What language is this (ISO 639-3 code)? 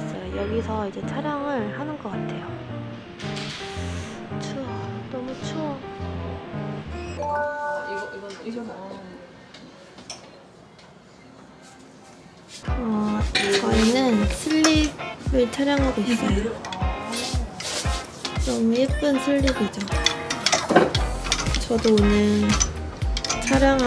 kor